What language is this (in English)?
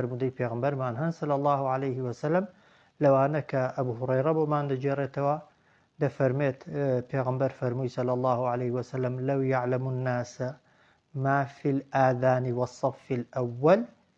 Central Kurdish